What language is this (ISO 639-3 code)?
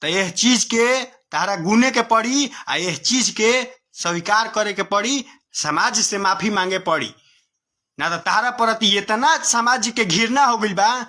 bho